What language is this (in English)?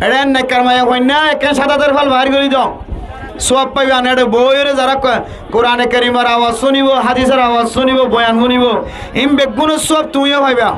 Rohingya